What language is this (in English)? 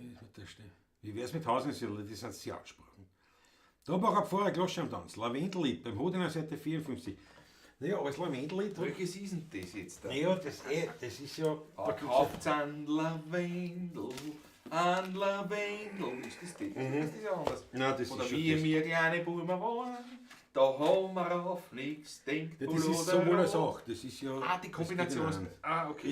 Bavarian